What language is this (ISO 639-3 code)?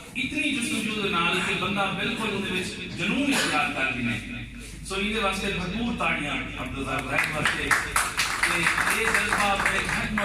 skr